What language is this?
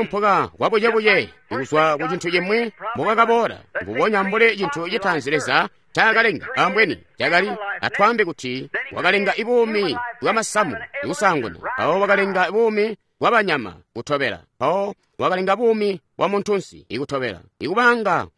Tonga (Zambia)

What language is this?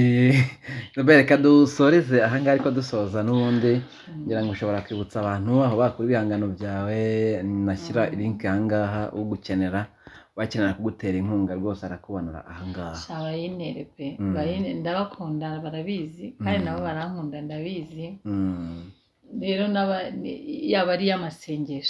Kinyarwanda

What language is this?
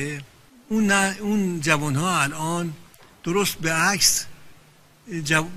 Persian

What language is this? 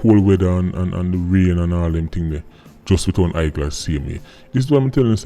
Jamaican Creole English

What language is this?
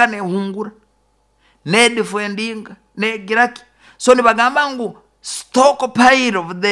Nyoro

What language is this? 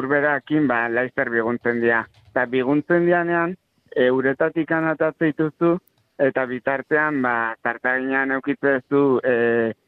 Basque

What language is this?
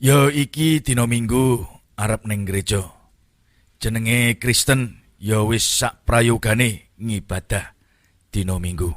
Javanese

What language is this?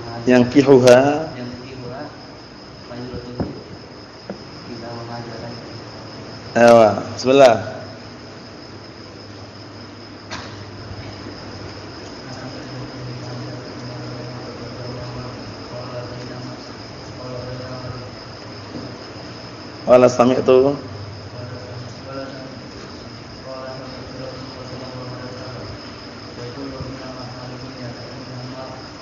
Indonesian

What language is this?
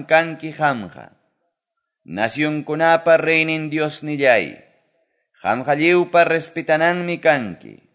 Quechua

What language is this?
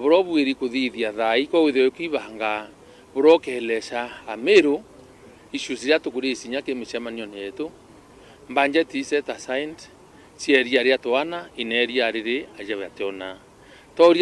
Meru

